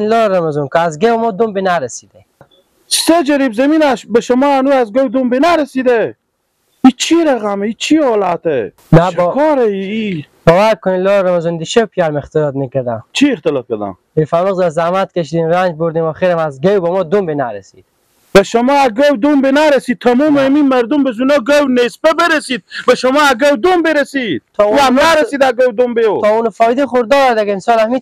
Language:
Persian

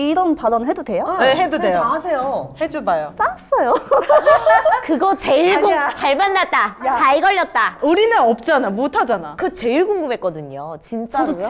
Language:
Korean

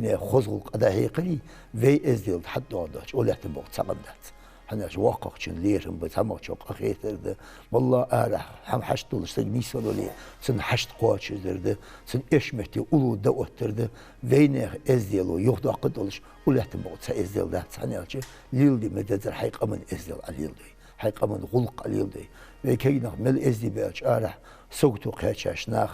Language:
Ingush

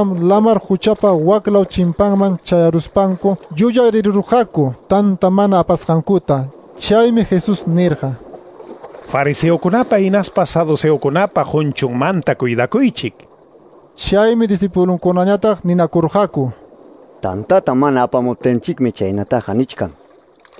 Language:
Quechua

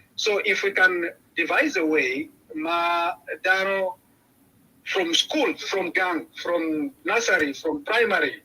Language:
Acoli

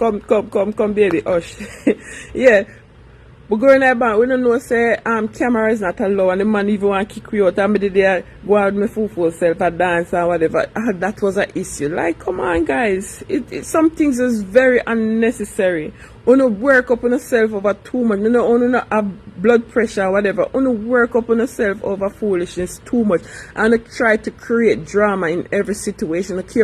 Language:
Jamaican Creole English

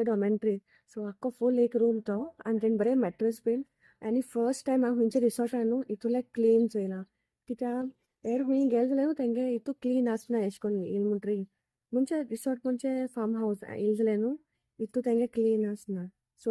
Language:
Konkani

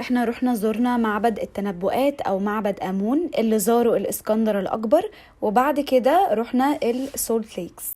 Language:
Egyptian Arabic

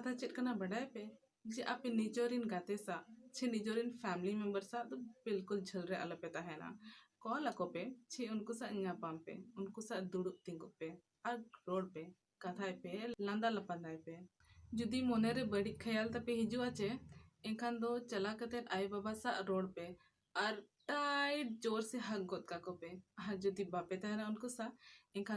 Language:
Santali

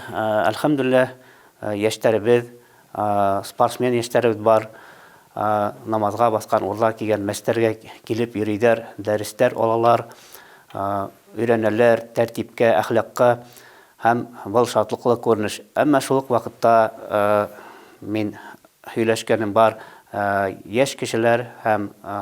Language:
Bashkir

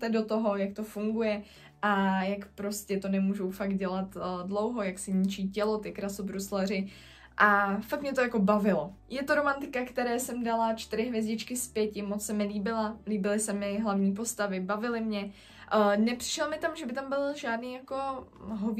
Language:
Czech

